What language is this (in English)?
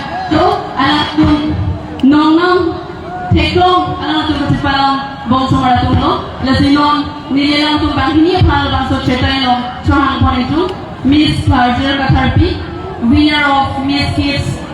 Karbi